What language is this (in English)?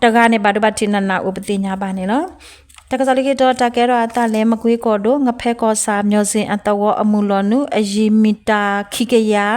S'gaw Karen